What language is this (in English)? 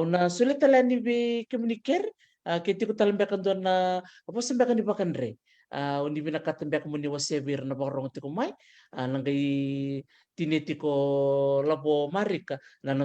Fijian